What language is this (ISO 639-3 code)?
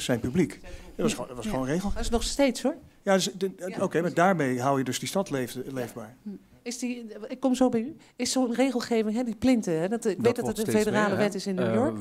nld